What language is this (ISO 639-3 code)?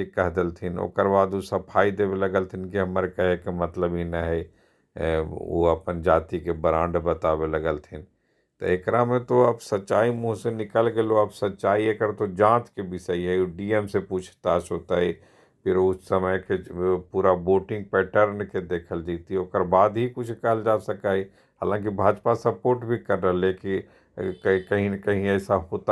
mag